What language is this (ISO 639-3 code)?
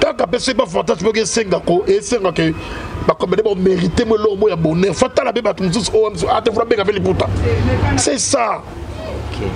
lin